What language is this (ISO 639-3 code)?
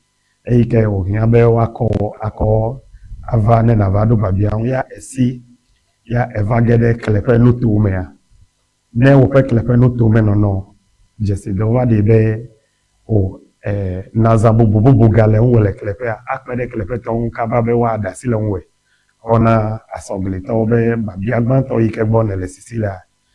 ewe